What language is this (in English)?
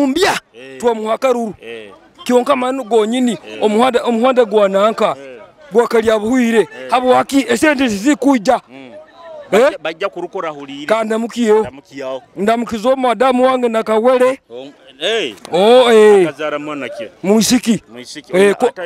Nyoro